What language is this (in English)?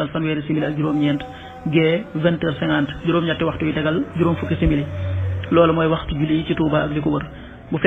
Wolof